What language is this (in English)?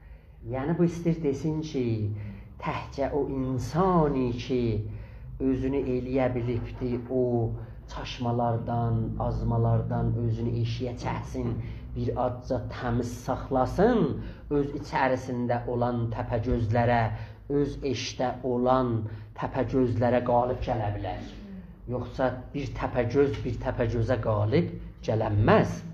South Azerbaijani